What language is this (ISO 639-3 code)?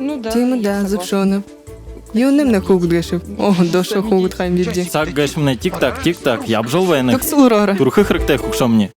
bua